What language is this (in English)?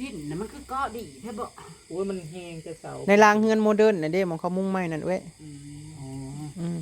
Northeastern Thai